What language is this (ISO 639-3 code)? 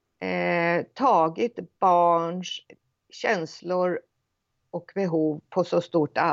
swe